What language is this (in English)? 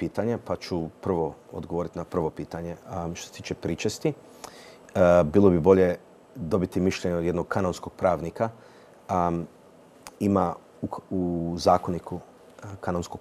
Croatian